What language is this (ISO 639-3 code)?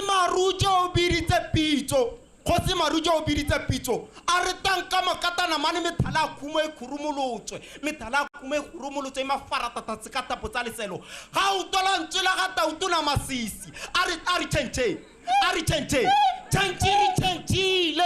tsn